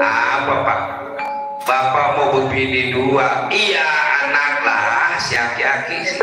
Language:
Betawi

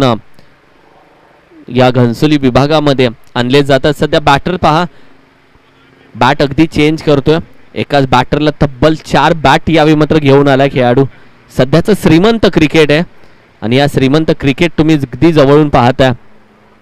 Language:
Marathi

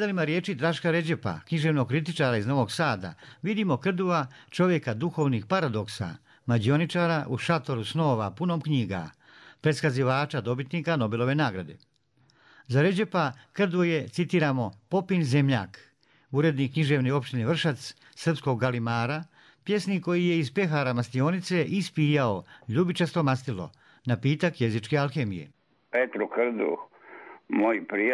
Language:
Serbian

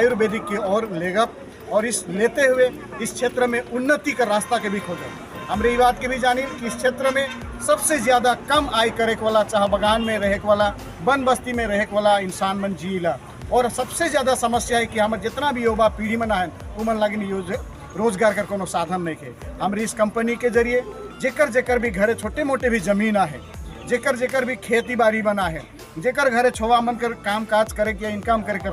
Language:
Sadri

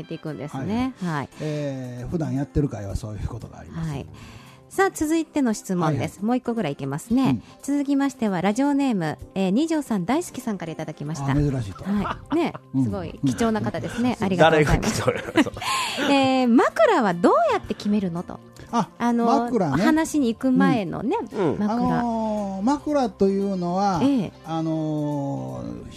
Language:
Japanese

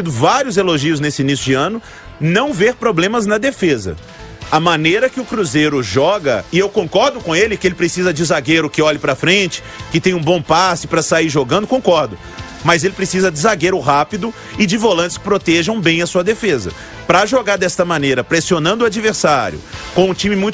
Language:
Portuguese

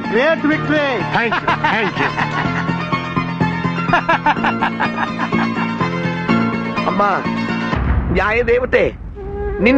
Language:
Kannada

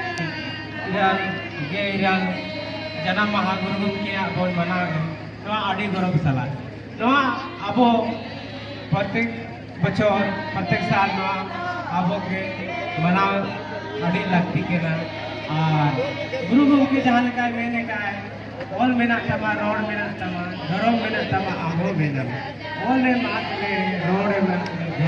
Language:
Santali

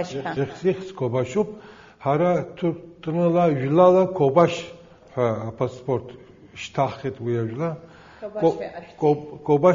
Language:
Abkhazian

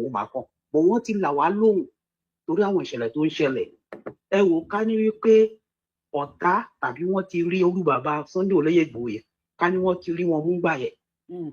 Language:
Yoruba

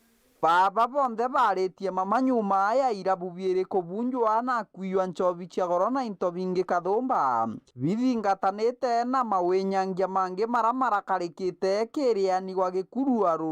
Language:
Meru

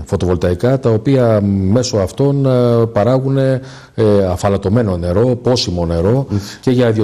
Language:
Greek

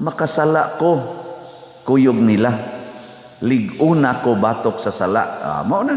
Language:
Cebuano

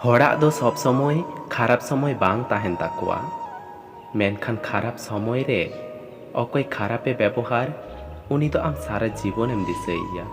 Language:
Santali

